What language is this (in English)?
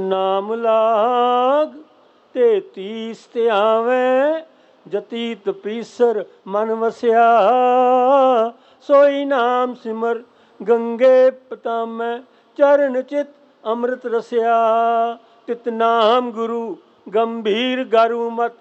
Punjabi